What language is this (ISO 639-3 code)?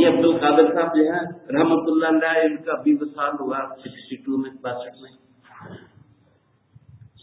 urd